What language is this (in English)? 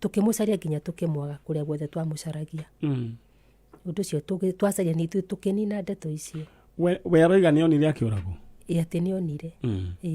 Kikuyu